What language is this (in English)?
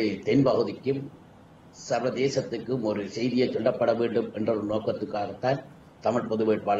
Tamil